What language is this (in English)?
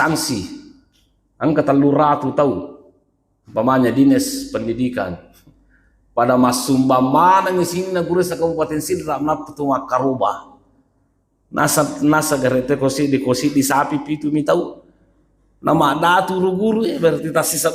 Buginese